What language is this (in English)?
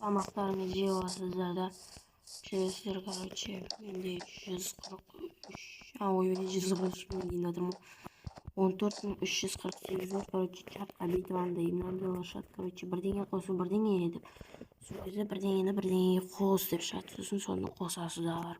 Kazakh